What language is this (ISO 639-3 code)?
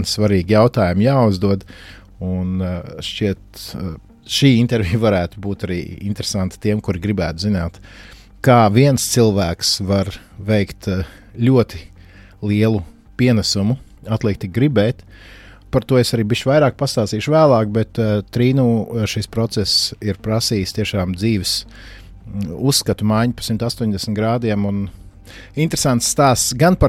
lav